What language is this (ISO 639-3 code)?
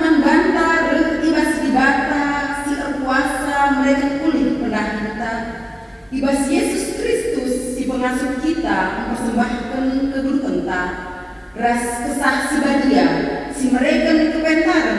btx